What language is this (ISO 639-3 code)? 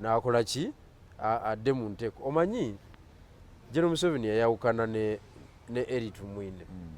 lug